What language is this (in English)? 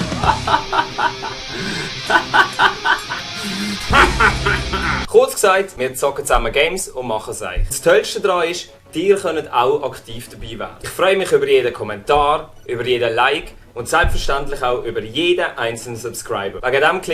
Swiss German